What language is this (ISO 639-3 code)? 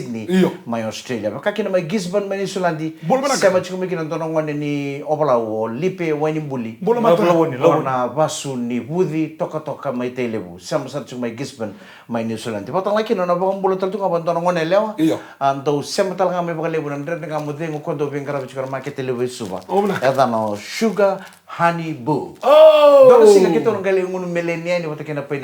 fij